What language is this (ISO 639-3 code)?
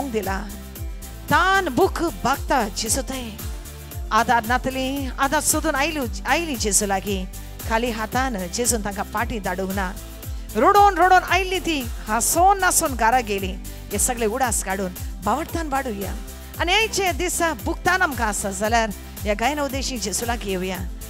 kok